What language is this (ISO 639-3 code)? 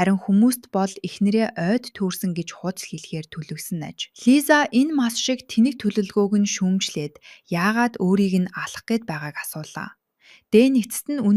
mon